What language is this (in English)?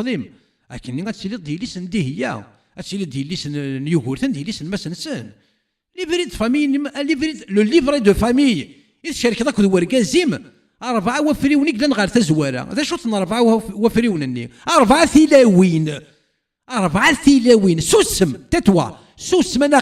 Kabyle